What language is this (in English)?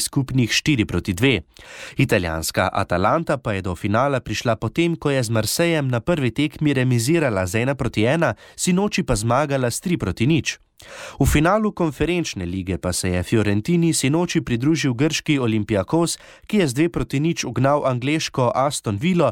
Slovenian